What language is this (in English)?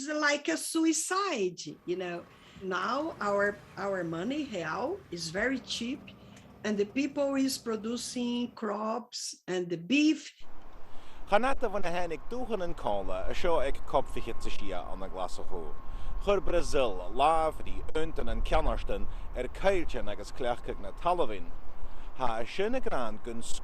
Scottish Gaelic